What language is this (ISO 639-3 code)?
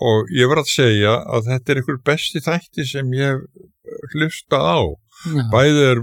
isl